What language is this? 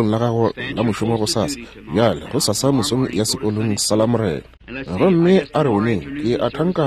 Northern Sotho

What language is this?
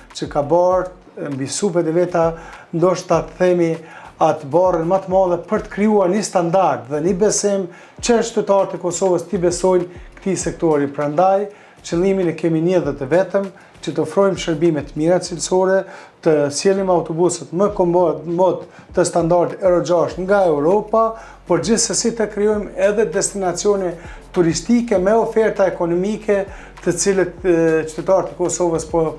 Albanian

